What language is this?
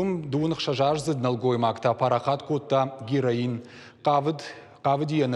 Ossetic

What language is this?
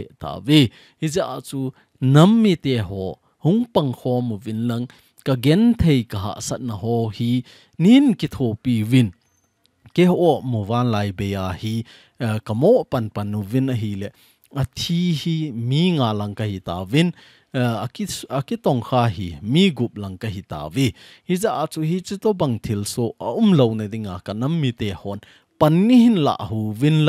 Thado Chin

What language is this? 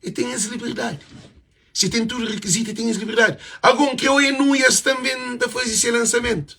Kabuverdianu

